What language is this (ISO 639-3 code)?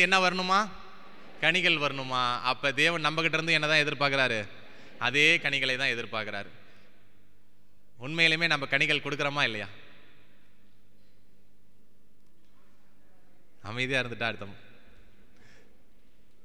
tam